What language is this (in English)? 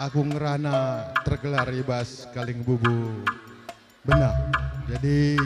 Batak Karo